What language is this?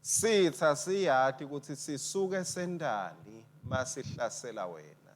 Swati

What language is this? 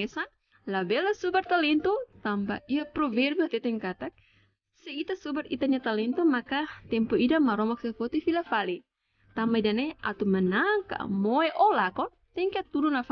Tetum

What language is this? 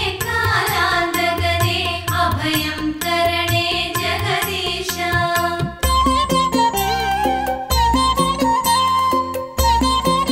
Malayalam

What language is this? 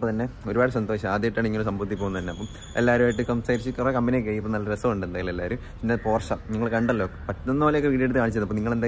Malayalam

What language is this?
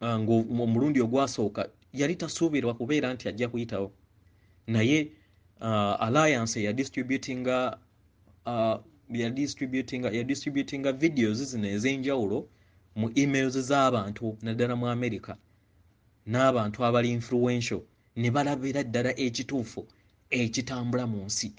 Ganda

